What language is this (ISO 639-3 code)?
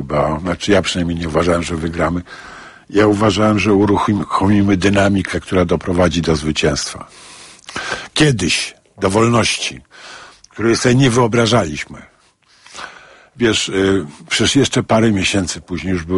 pol